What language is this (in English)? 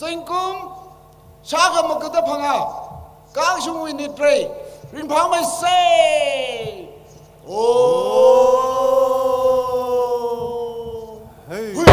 Tangkhul Naga (India)